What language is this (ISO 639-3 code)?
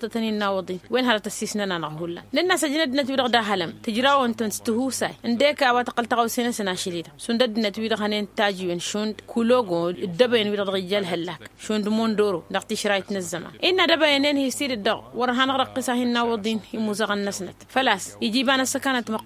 taq